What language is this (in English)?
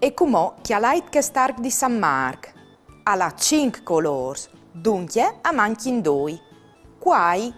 Friulian